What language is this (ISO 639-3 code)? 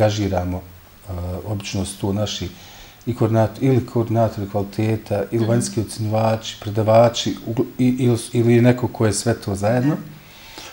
bos